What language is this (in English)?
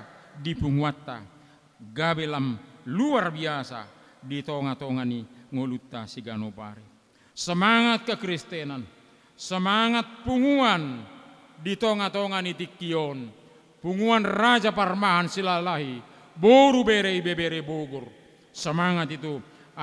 Batak Toba